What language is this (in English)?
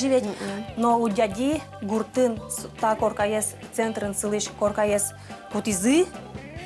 Udmurt